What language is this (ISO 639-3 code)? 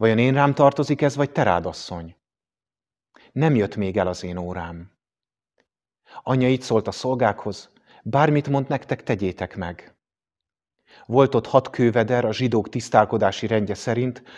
hun